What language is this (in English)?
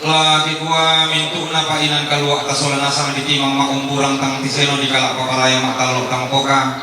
Toraja-Sa'dan